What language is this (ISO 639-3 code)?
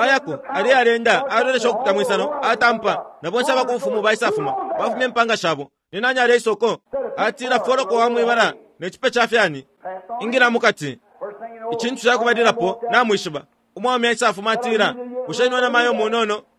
bem